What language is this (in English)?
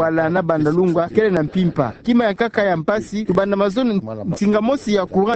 Kituba (Democratic Republic of Congo)